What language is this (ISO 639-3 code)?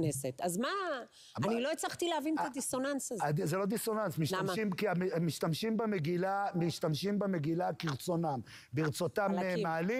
heb